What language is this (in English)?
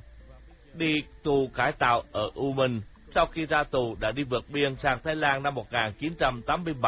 Vietnamese